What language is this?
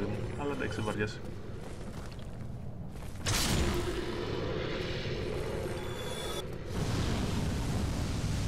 Greek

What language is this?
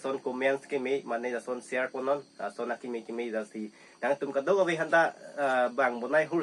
Karbi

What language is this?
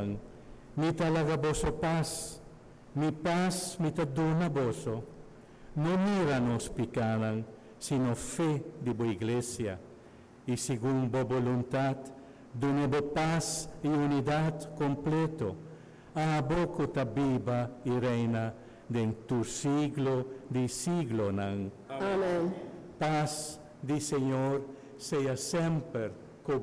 Papiamento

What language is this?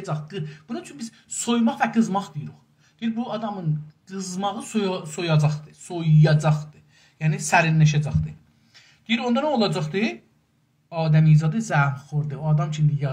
South Azerbaijani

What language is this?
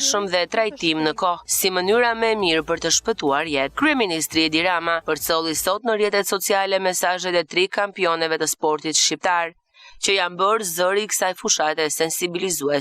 Albanian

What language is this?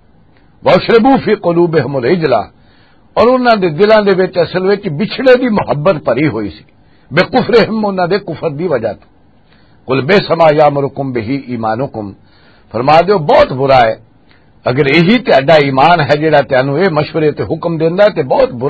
Western Panjabi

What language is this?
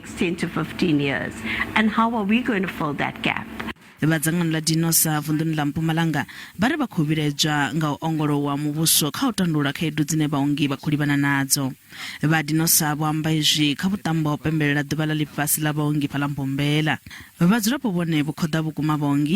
Venda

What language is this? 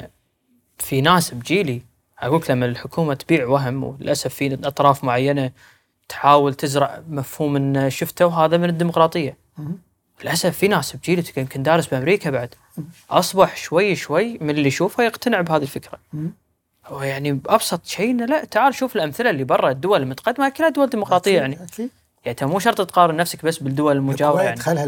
Gulf Arabic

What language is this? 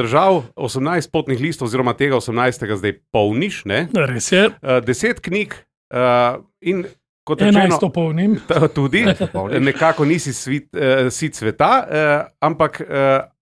Slovenian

